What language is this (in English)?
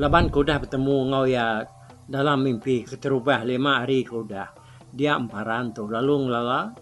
Iban